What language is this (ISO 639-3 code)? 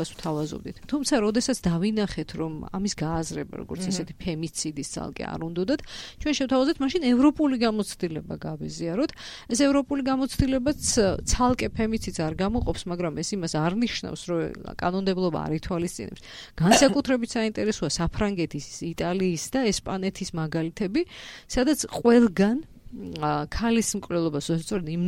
kat